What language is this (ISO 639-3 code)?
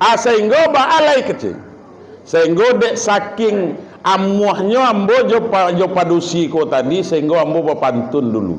min